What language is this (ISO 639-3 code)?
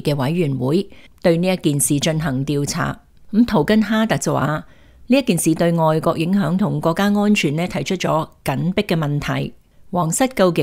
yue